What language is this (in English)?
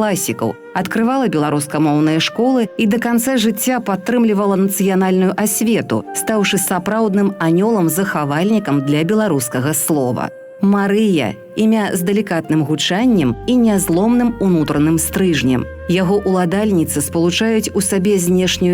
Belarusian